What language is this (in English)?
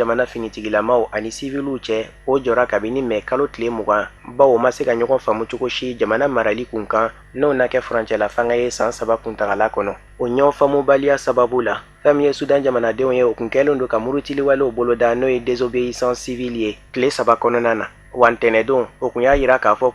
Bambara